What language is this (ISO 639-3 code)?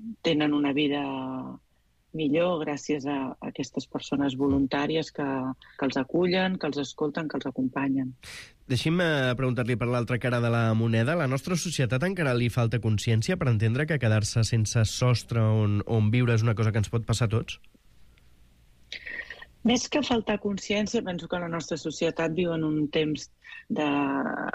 cat